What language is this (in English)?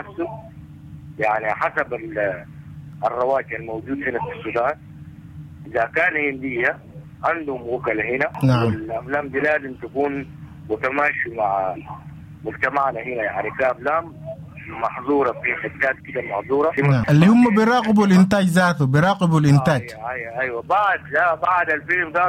Sudanese Arabic